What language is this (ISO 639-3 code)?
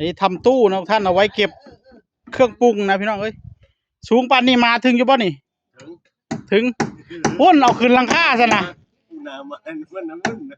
tts